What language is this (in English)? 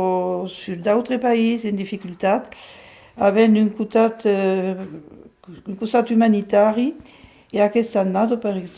Occitan